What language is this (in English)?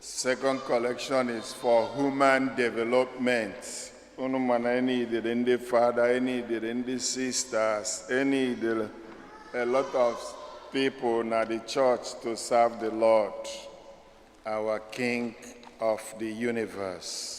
Igbo